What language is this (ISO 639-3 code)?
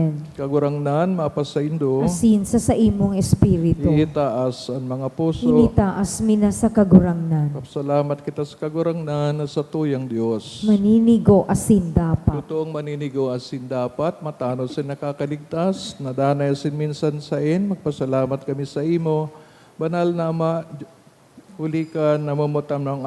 bik